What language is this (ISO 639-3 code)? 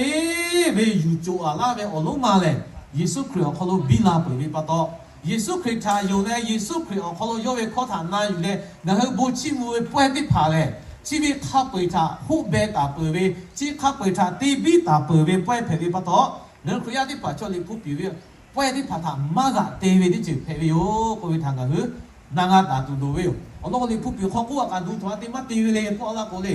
lhu